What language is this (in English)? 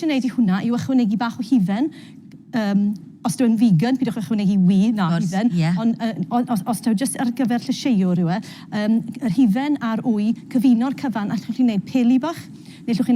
Welsh